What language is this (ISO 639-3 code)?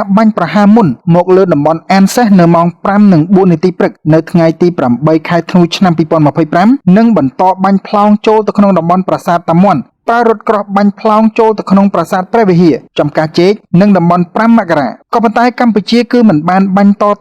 khm